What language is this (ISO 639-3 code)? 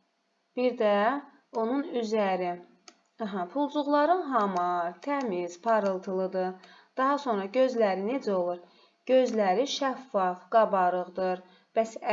aze